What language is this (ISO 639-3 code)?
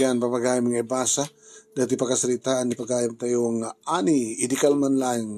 ilo